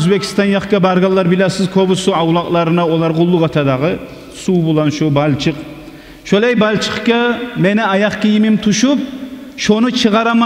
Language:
Kumyk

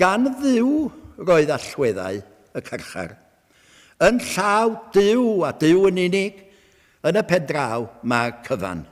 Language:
Welsh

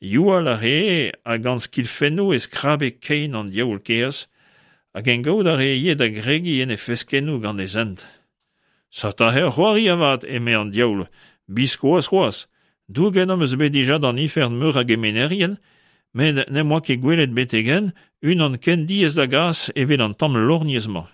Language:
Breton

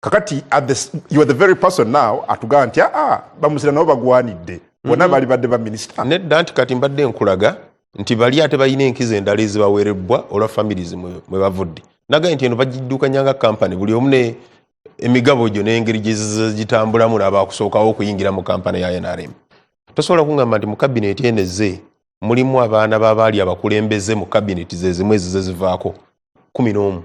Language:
Ganda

